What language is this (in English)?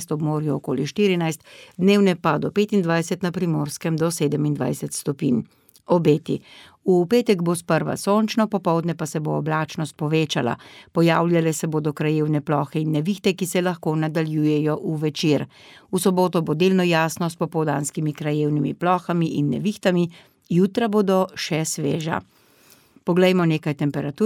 Slovenian